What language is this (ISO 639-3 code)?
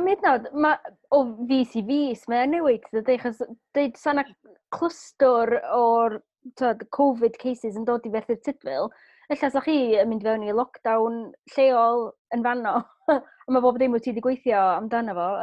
cym